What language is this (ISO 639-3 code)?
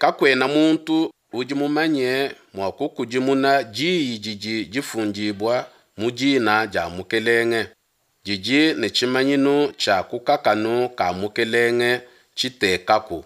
lua